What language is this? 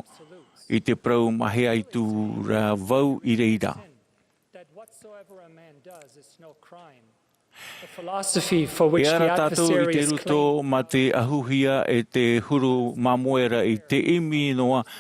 Tahitian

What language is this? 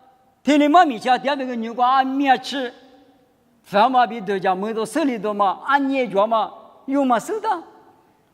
Lisu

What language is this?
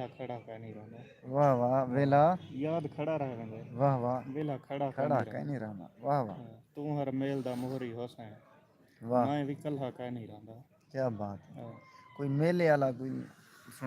Saraiki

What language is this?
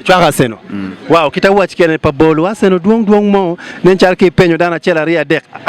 Acoli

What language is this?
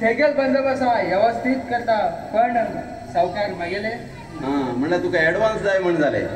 Konkani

